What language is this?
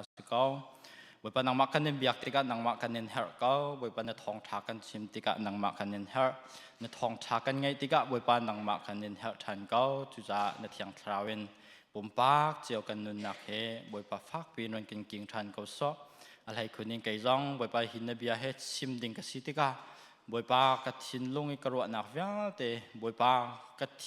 Hakha Chin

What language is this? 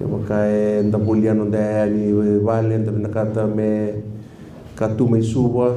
Fijian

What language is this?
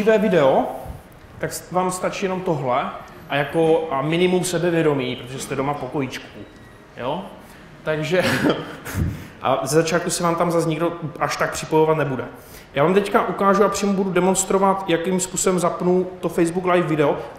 Czech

